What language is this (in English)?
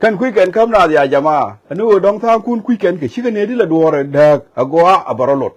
Nuer